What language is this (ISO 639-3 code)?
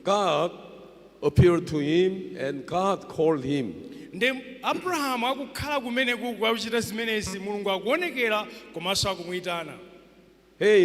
nya